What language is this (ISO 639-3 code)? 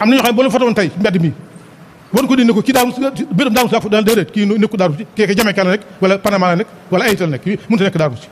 wol